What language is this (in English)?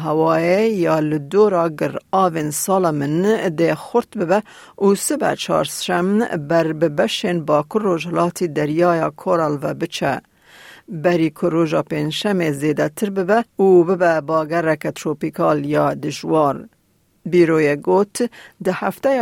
Kurdish